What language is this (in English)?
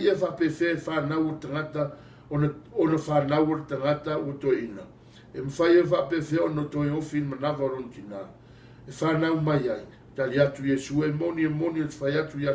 Samoan